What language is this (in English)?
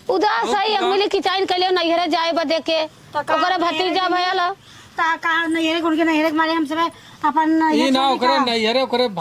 Awadhi